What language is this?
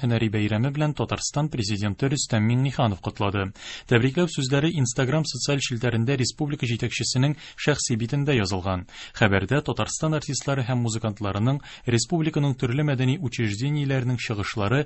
Tatar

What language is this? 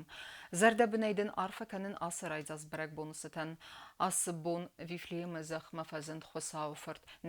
Ossetic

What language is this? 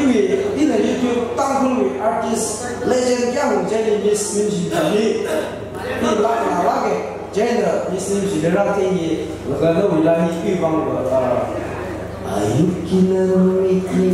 Tangkhul Naga (India)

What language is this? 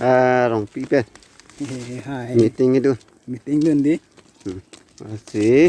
Karbi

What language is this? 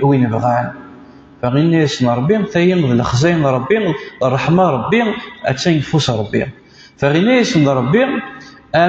Kabyle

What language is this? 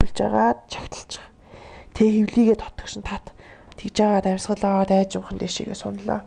Mongolian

